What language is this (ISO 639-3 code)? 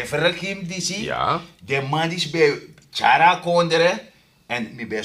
srn